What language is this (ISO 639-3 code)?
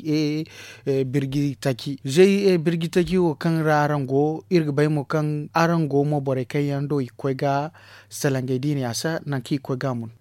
dje